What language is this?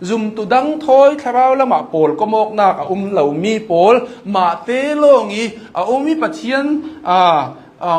Hakha Chin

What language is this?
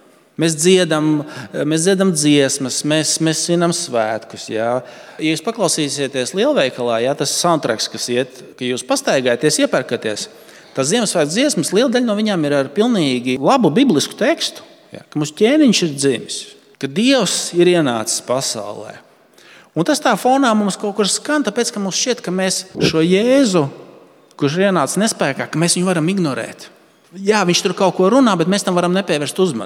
Latvian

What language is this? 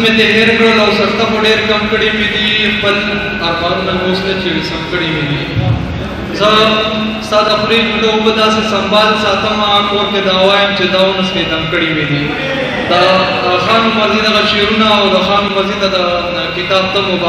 Pashto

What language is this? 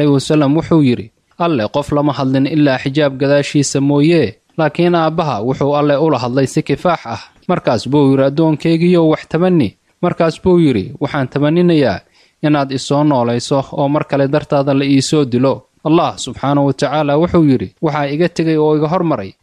Somali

